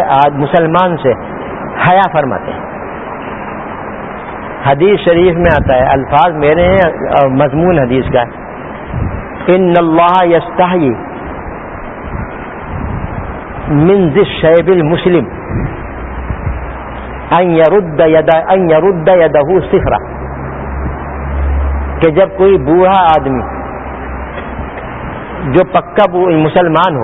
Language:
Urdu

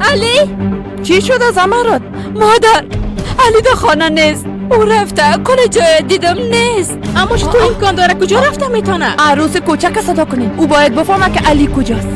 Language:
Persian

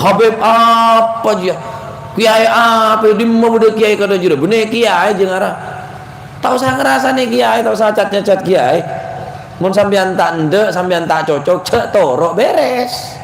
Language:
Madurese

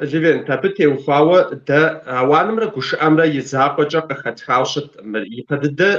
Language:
Kabardian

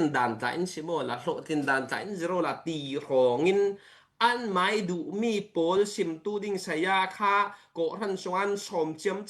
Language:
Falam Chin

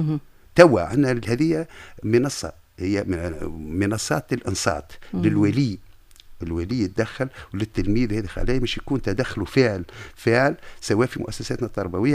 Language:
Tunisian Arabic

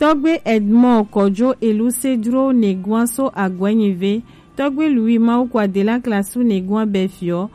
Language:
Gen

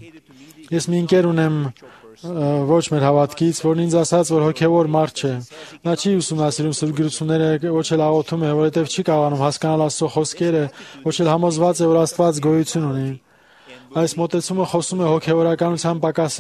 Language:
Armenian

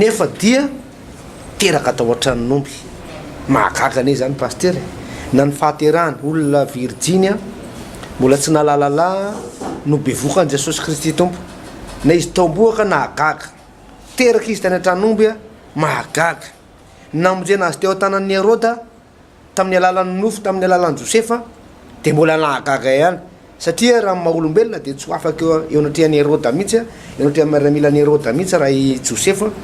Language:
Malagasy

